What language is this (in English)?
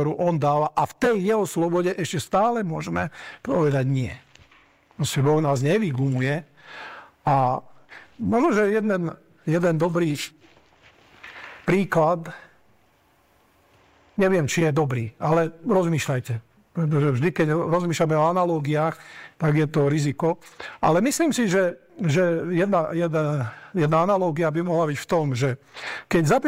Slovak